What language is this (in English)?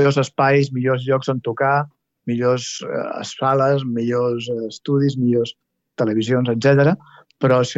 Catalan